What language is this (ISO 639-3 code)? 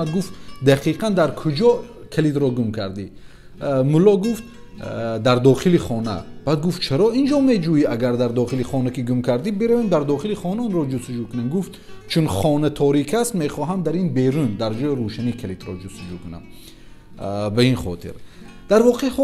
tgk